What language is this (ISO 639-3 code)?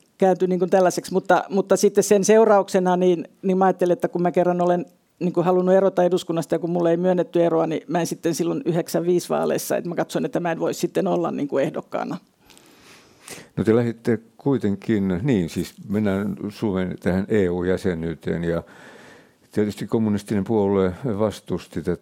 fin